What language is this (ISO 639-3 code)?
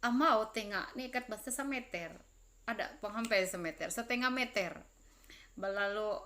mhy